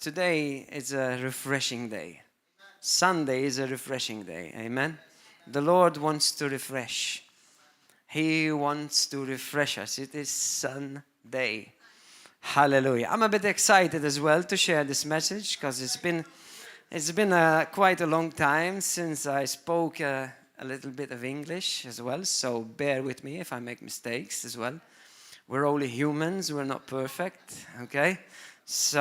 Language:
English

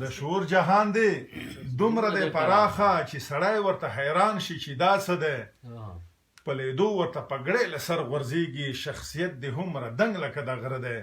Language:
Pashto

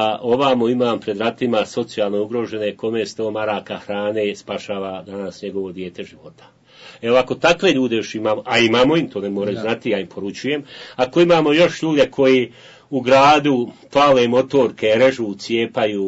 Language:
Bosnian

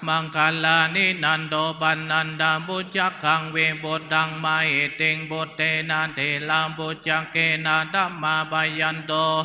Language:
Pali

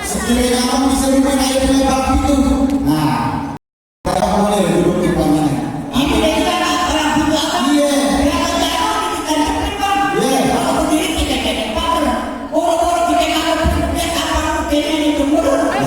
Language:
Betawi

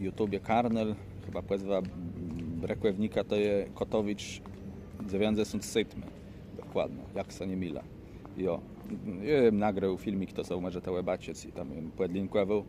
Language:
Kashubian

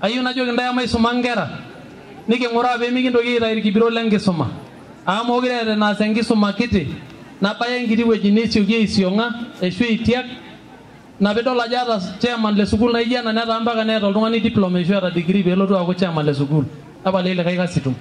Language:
Masai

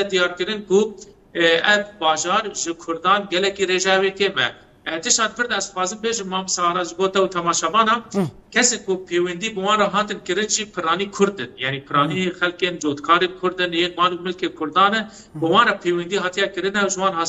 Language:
Kurdish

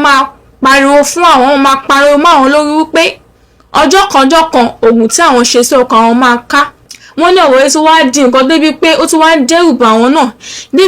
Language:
Yoruba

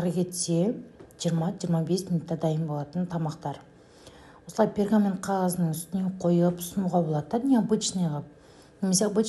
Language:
Kazakh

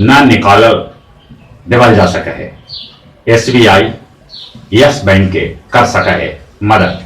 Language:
Magahi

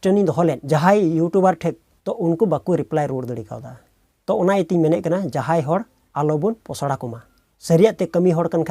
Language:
Santali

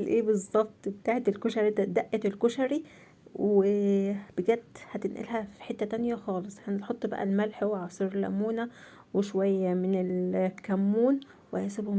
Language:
Egyptian Arabic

